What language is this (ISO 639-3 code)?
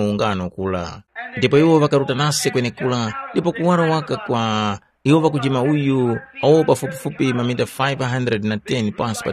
tum